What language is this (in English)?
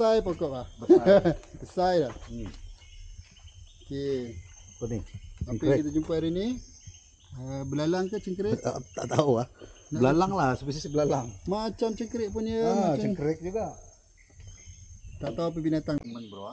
Malay